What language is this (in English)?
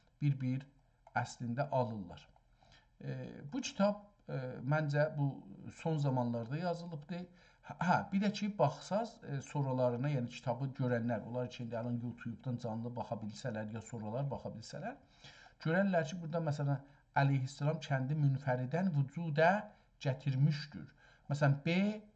South Azerbaijani